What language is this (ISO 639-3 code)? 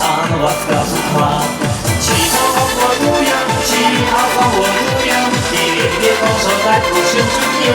chv